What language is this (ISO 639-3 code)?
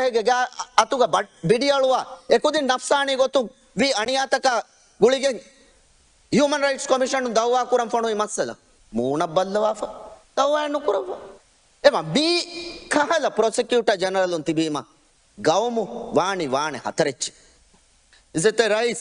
div